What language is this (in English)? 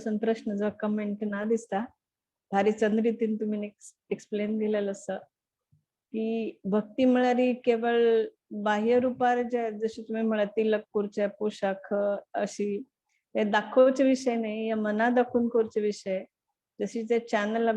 Konkani